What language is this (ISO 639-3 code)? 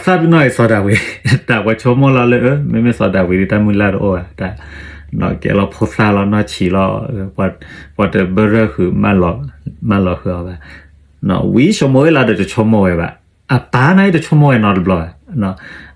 ksw